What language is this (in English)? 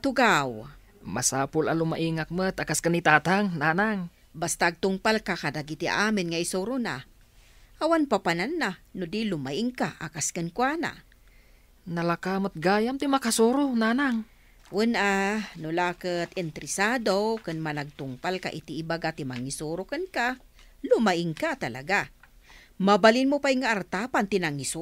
Iloko